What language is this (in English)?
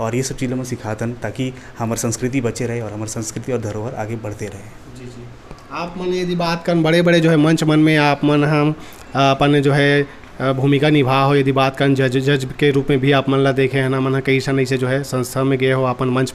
Chhattisgarhi